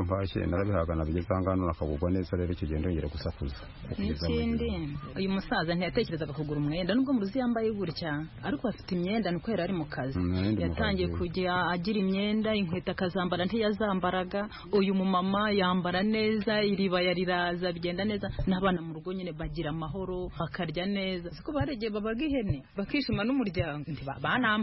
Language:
Kinyarwanda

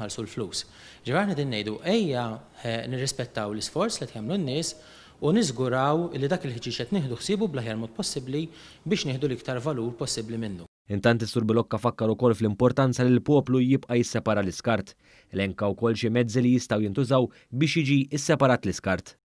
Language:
Maltese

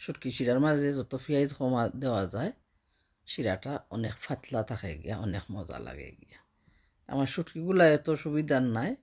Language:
Sylheti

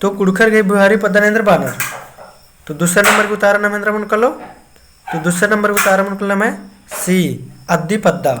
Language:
Kurukh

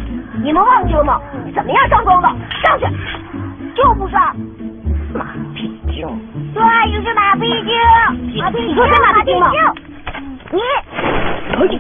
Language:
Chinese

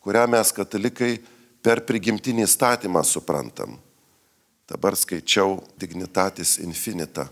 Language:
Lithuanian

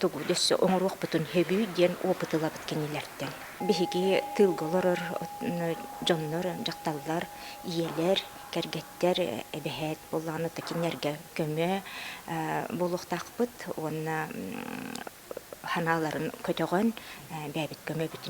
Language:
Yakut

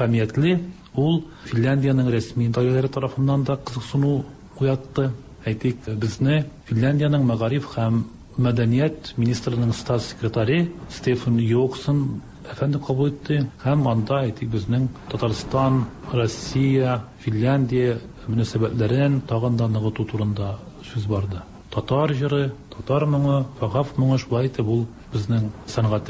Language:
Tatar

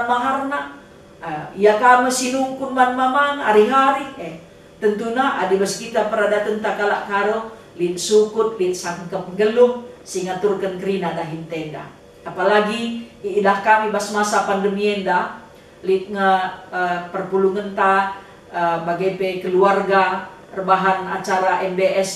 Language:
Batak Karo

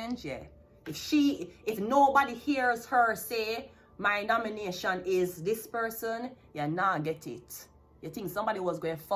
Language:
Jamaican Creole English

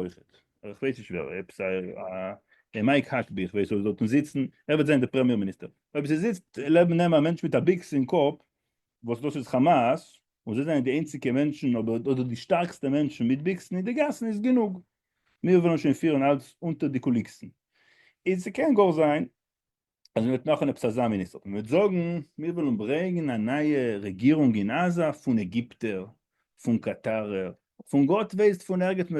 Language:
Yiddish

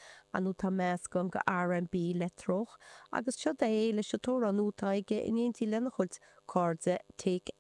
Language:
Irish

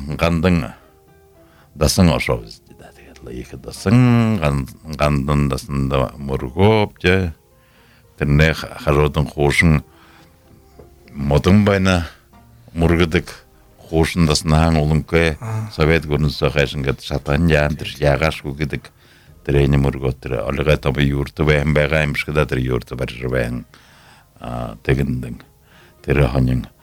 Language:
Buriat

